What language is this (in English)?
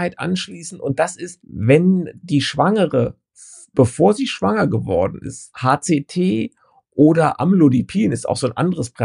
German